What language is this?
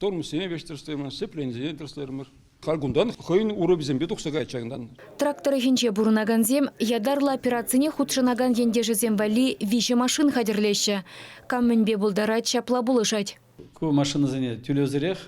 Chuvash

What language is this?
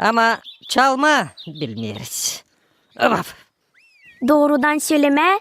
Gagauz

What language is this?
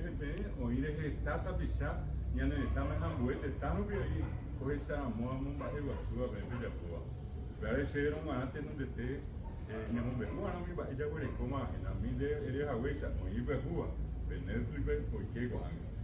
Guarani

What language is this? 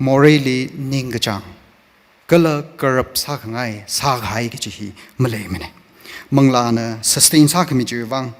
Tangkhul Naga (India)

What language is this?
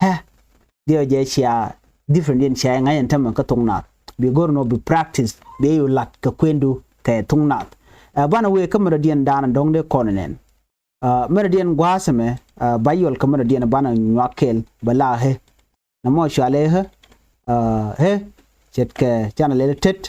Nuer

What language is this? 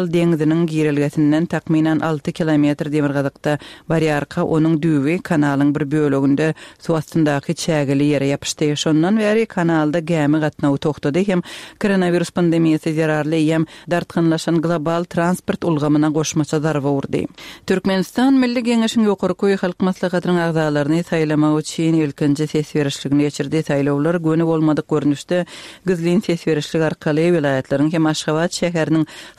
Turkmen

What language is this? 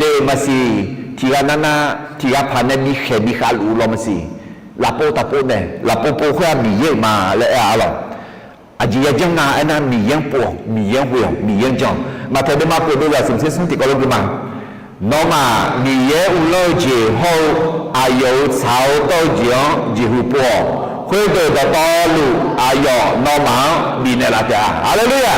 Akha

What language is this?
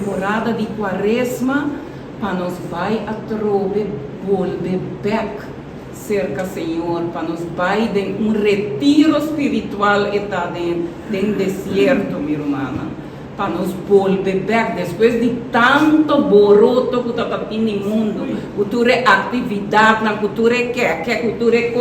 Papiamento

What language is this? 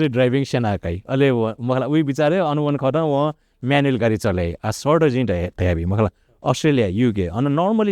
Newari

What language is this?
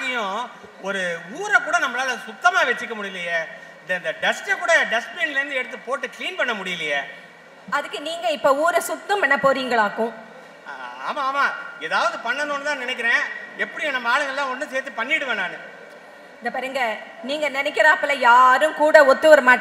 Tamil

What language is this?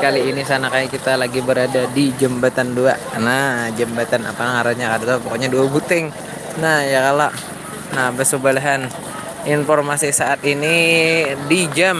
Banjar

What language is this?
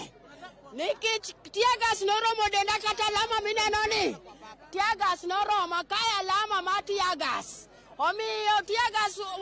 Luo (Kenya and Tanzania)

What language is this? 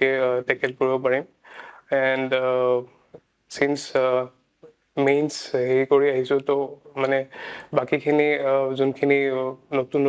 Assamese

